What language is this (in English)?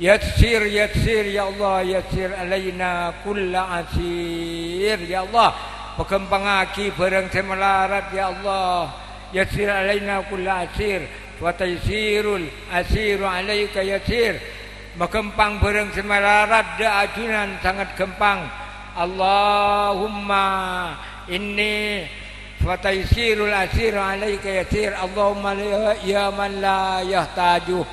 Madurese